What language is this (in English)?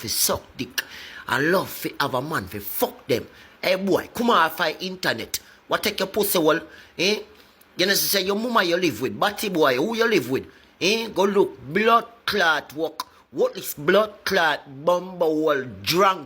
Jamaican Creole English